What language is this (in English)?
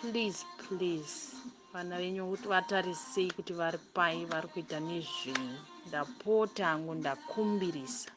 Shona